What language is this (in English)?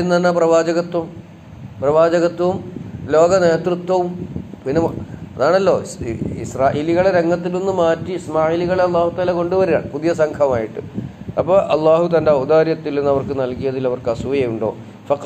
Malayalam